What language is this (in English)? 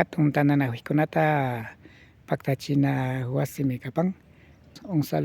Imbabura Highland Quichua